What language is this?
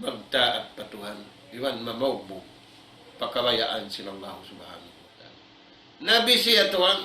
Tausug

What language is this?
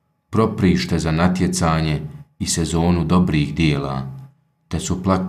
Bosnian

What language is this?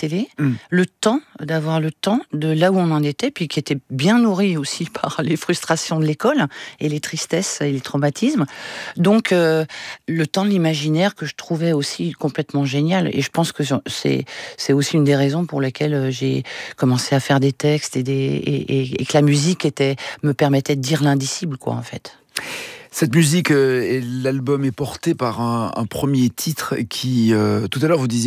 French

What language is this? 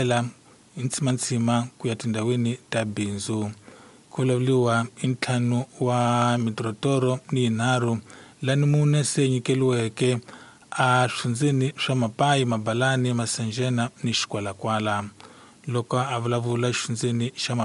Tsonga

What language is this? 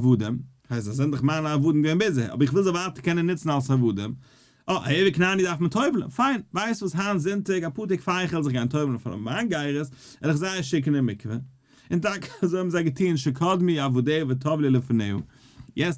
Yiddish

